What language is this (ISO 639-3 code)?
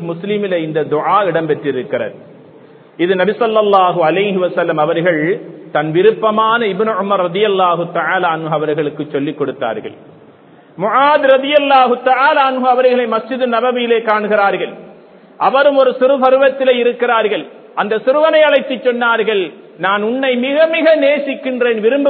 tam